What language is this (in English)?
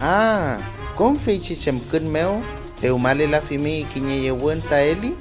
Mapuche